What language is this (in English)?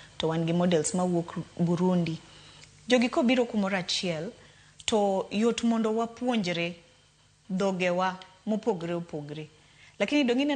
Luo (Kenya and Tanzania)